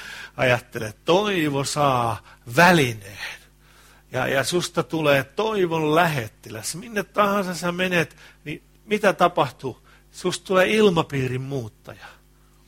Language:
Finnish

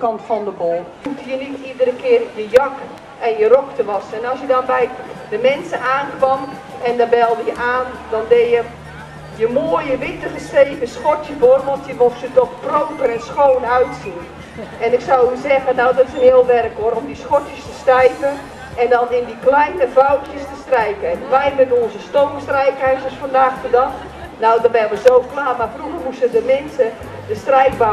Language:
Dutch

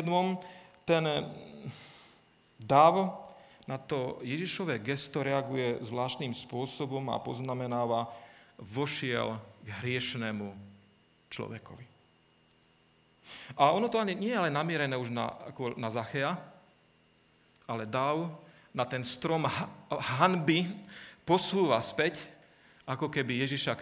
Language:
Slovak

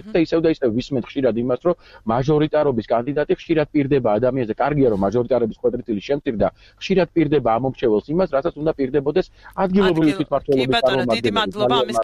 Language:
Georgian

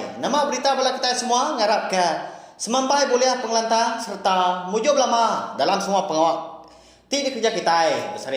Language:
Iban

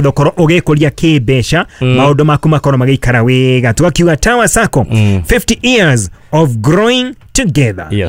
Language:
Kikuyu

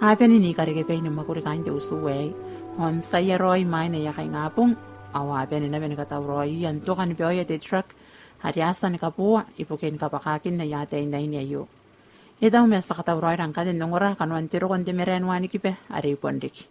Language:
Gilbertese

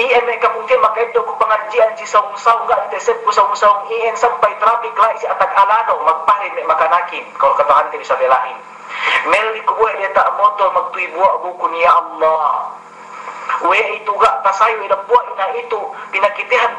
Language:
Yakan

